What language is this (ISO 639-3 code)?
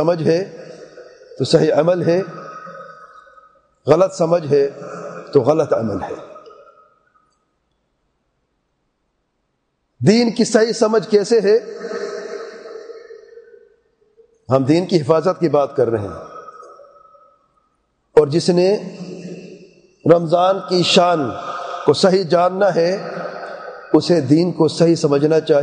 urd